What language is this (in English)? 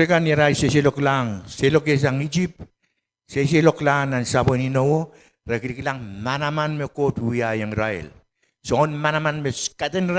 Pohnpeian